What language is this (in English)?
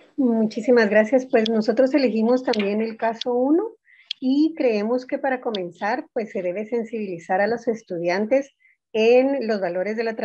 Spanish